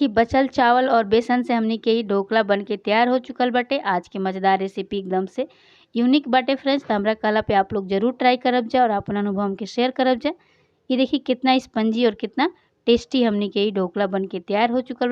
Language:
Bhojpuri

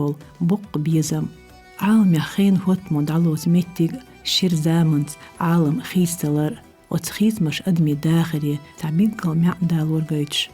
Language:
Chechen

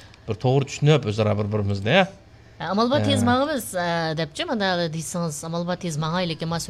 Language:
Uyghur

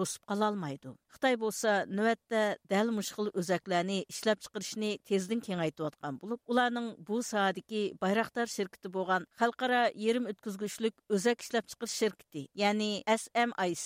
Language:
Uyghur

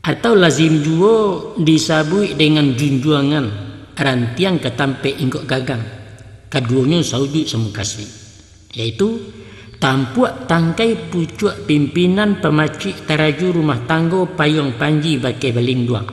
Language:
Minangkabau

